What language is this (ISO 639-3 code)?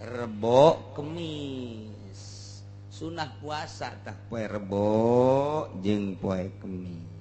sun